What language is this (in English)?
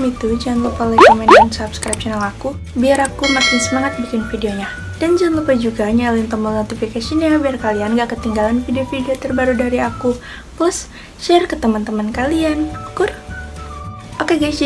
Indonesian